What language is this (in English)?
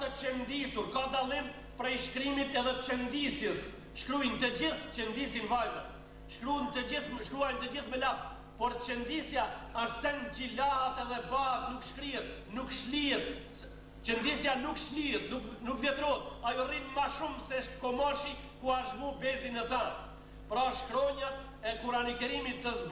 Albanian